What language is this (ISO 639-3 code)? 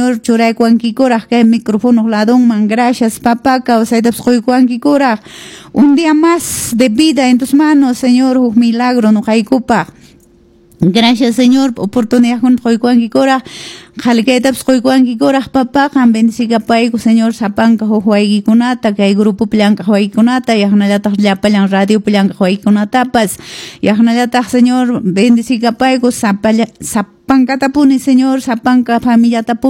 que